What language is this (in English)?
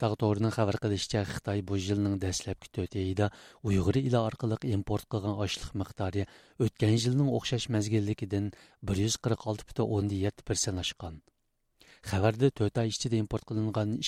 Uyghur